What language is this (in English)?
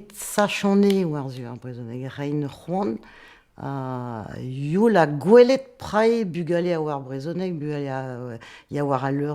Breton